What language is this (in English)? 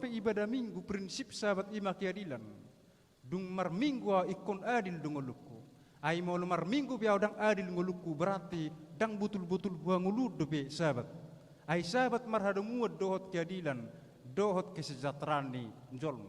Batak Toba